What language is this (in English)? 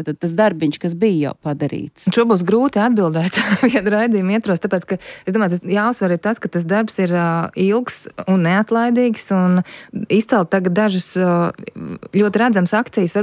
Latvian